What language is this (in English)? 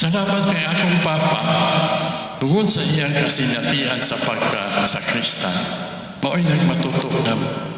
Cebuano